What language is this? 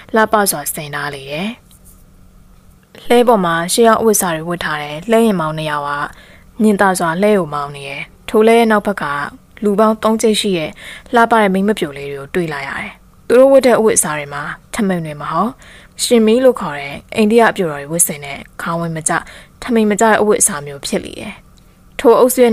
Burmese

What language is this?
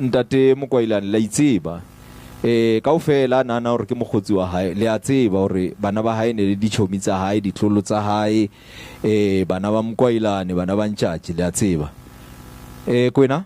Southern Sotho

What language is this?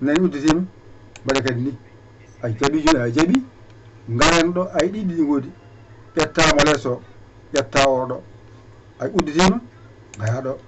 Fula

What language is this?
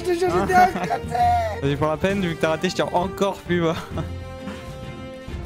French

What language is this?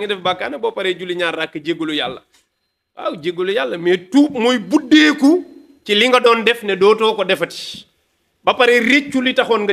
Wolof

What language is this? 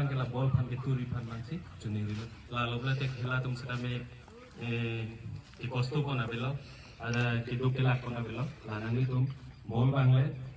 Karbi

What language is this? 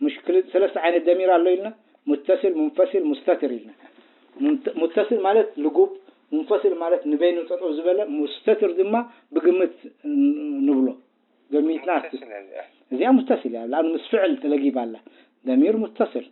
Tigrinya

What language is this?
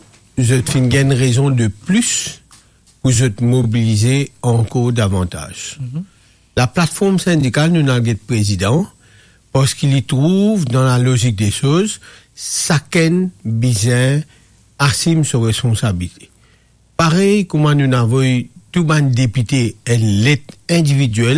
Morisyen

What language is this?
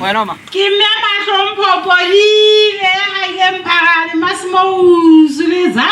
Southern Sotho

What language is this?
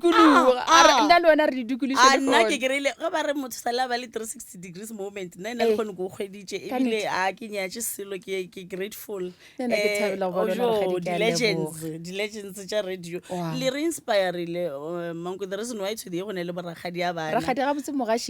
Northern Sotho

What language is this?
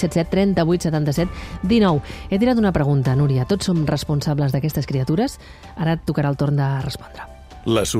Catalan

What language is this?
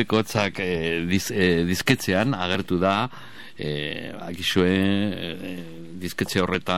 Basque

